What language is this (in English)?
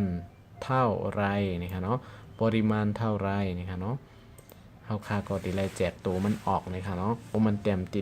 Shan